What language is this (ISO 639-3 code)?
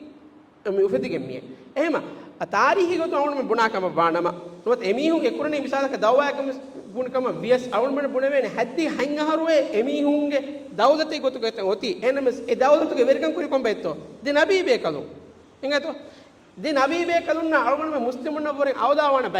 div